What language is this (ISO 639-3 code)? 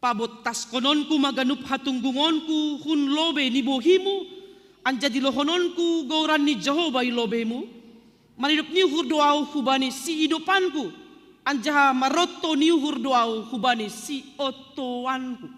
bts